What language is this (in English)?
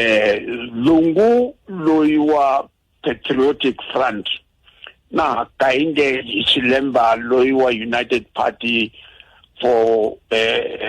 Tsonga